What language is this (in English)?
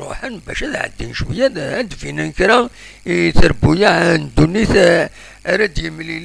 Kabyle